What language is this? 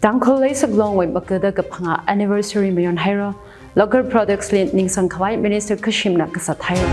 Tangkhul Naga (India)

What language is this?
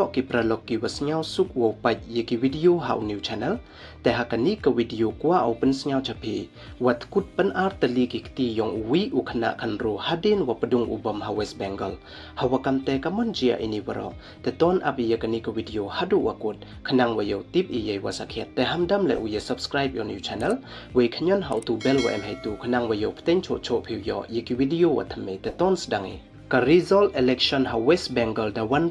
Pnar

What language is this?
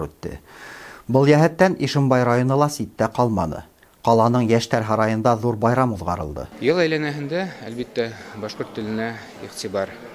Bashkir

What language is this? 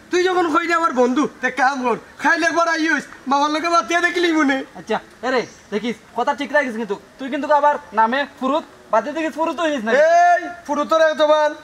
Sylheti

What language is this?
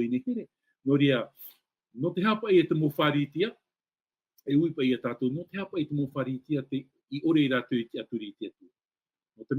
Tahitian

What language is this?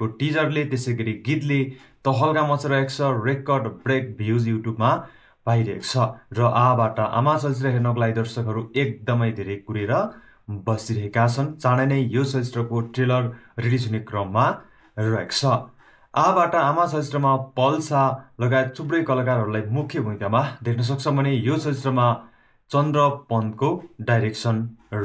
Nepali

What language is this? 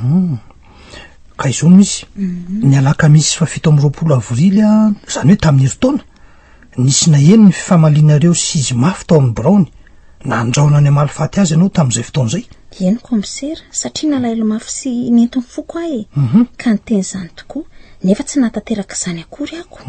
Malagasy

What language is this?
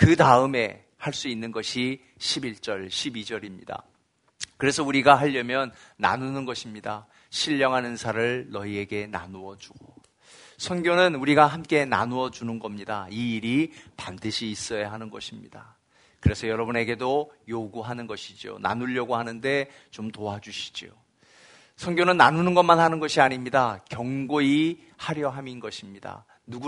Korean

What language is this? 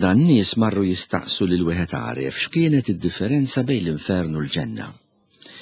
Maltese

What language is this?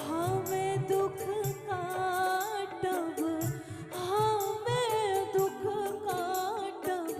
Maithili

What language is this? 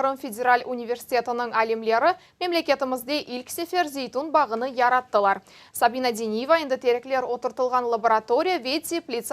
Crimean Tatar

